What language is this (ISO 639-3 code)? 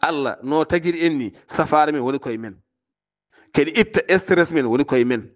ful